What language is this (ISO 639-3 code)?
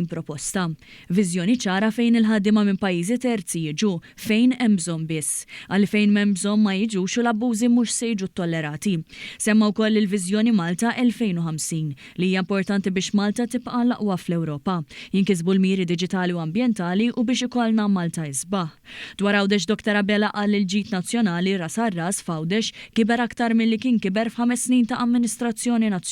mlt